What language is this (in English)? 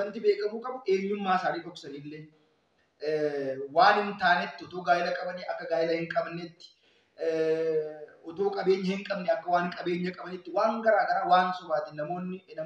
Oromo